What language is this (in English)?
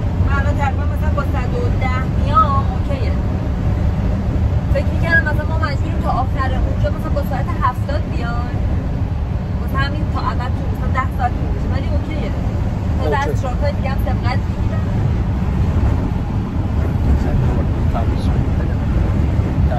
Persian